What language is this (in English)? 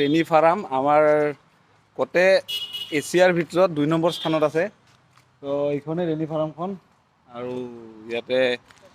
Assamese